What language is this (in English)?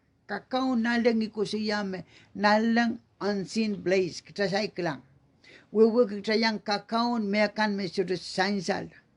Pohnpeian